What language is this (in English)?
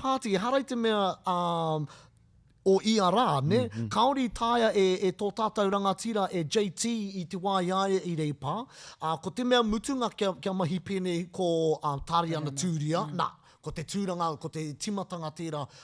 Māori